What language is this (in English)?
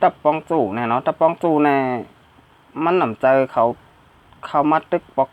Shan